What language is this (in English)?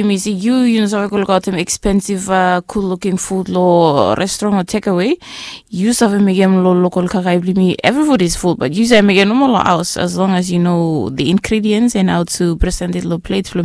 Bislama